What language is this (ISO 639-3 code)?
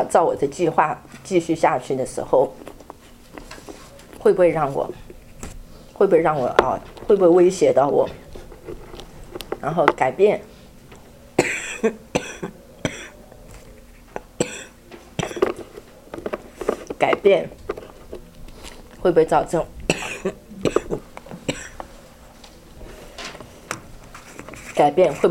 zho